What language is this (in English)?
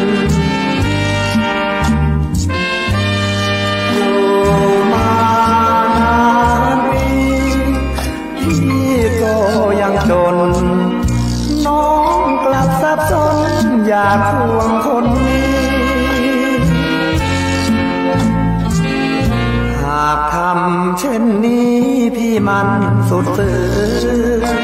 Thai